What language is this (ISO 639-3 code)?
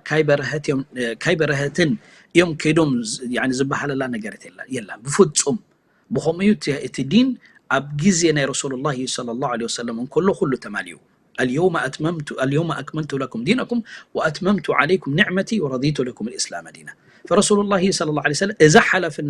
tir